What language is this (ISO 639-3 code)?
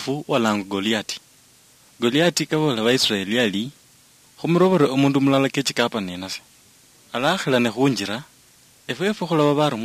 luy